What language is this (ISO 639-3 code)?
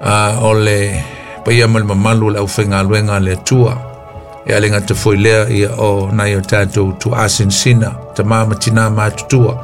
smo